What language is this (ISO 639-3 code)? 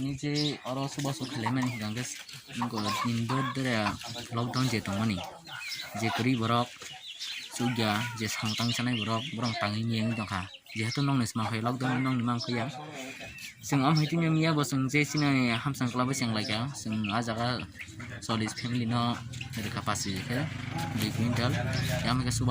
trp